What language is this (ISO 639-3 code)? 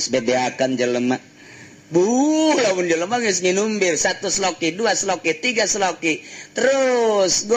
sun